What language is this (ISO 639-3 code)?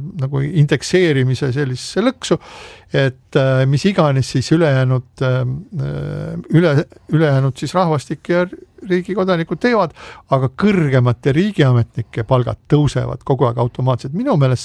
est